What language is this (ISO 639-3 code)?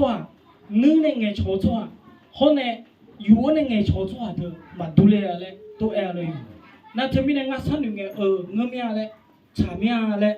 ahk